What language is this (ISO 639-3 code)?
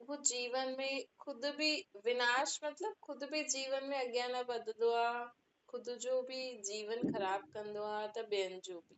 snd